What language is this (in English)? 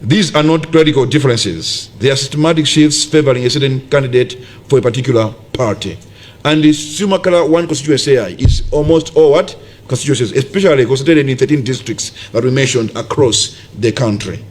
Nyanja